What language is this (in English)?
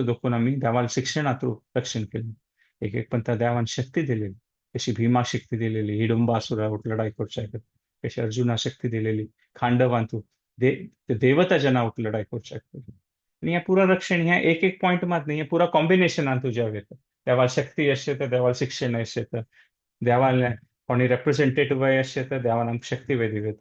Konkani